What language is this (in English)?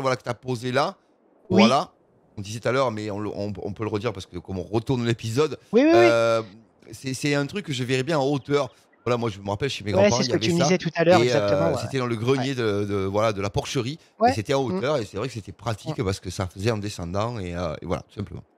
French